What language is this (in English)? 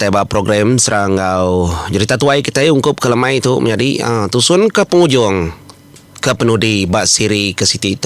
Iban